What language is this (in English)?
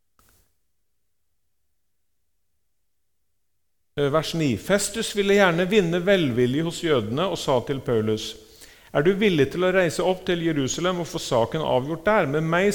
Norwegian